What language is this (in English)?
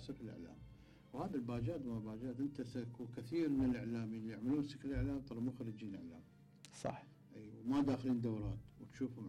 Mesopotamian Arabic